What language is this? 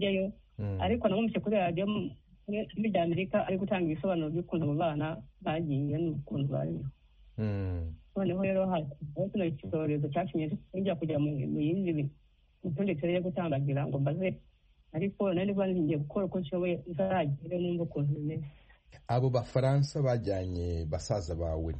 Kinyarwanda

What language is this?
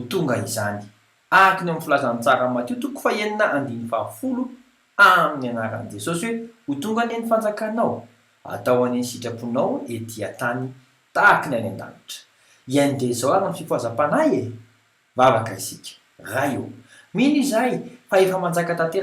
Malagasy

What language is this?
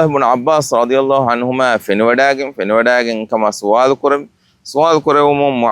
Divehi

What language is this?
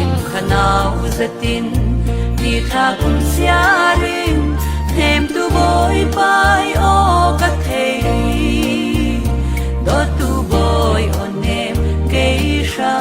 Falam Chin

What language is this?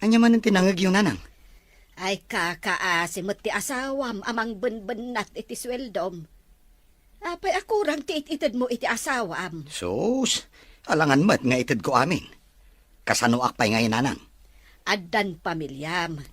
Iloko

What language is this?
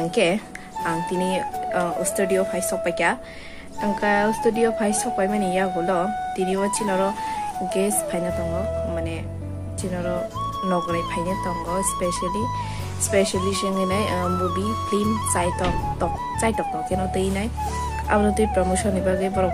Kok Borok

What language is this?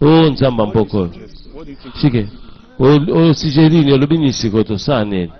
Lingala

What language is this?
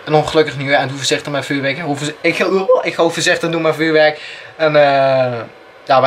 Dutch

